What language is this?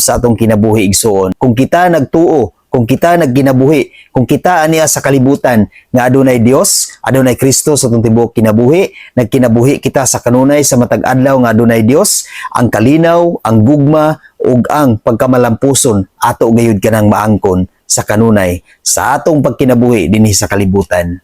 Cebuano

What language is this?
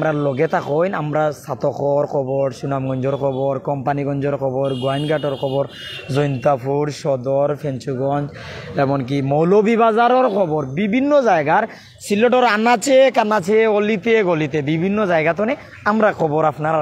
Sylheti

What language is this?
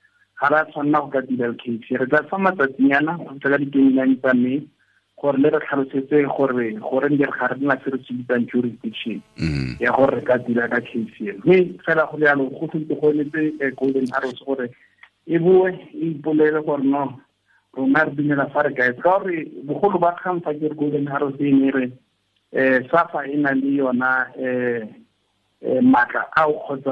Tswana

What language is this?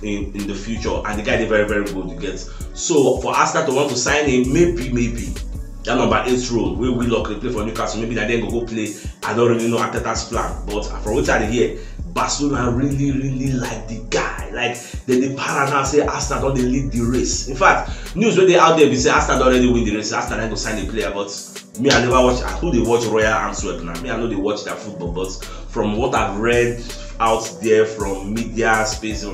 Nigerian Pidgin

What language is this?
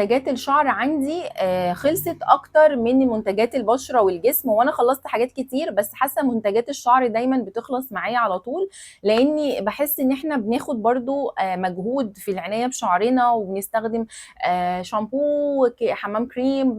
Egyptian Arabic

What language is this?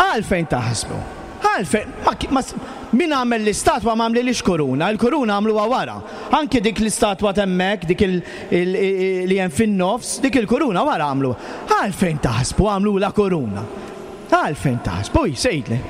Maltese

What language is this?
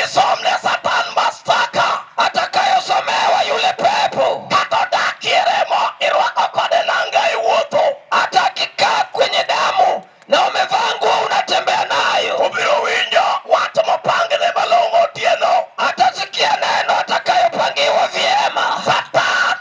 Luo (Kenya and Tanzania)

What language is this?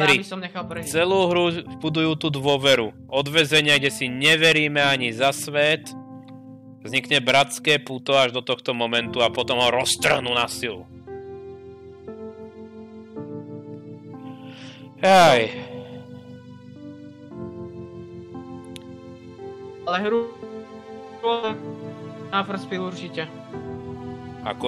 Slovak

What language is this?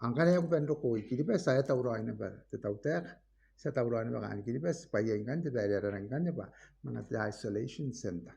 Gilbertese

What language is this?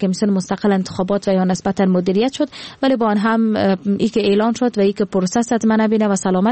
Persian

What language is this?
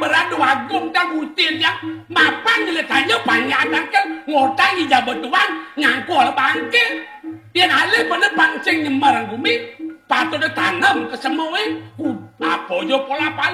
Balinese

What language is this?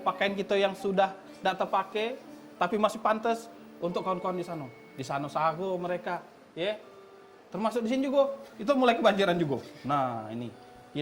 Musi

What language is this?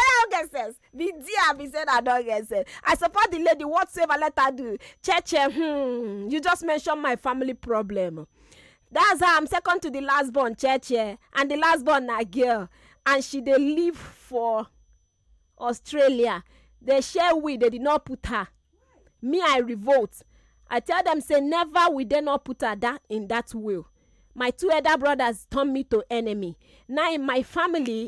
Nigerian Pidgin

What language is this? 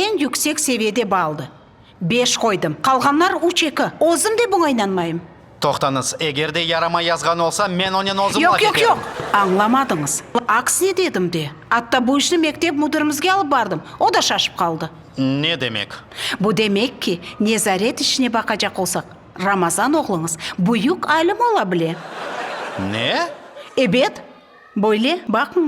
Crimean Tatar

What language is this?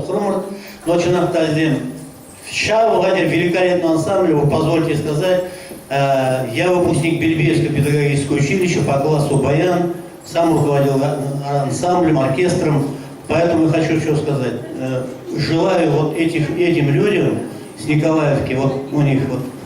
Chuvash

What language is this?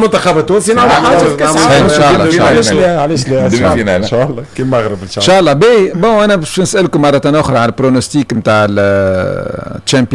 Tunisian Arabic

